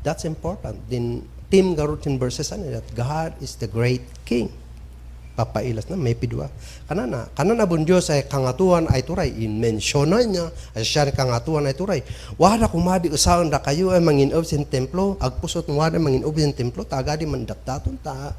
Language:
Kankanaey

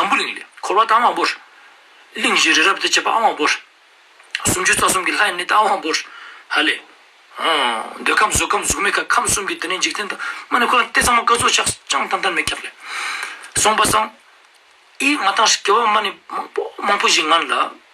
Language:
Ladakhi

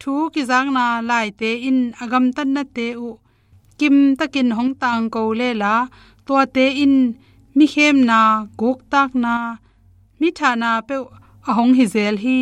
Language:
Tedim Chin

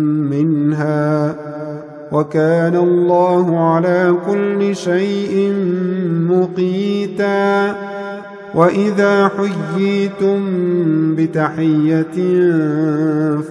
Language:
Arabic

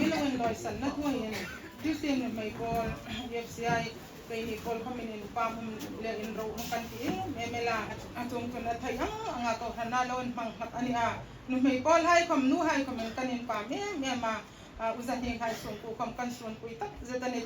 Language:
Hmar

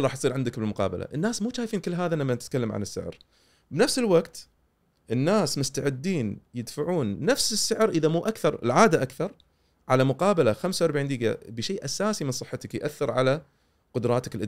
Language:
Gulf Arabic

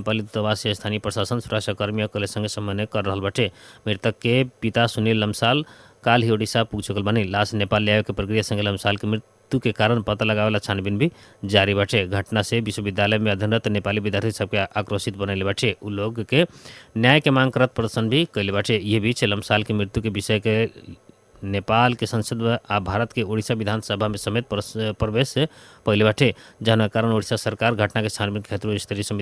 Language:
Bhojpuri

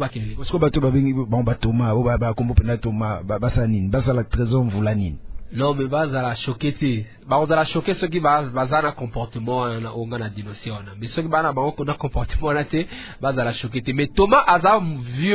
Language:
French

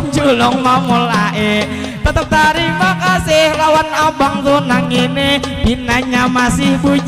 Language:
Banjar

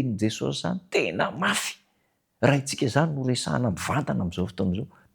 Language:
Malagasy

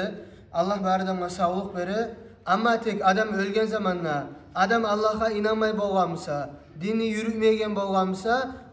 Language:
Kumyk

